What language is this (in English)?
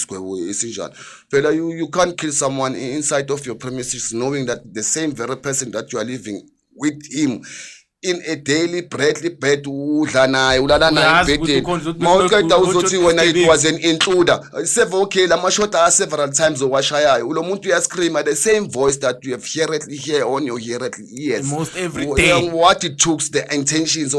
Zulu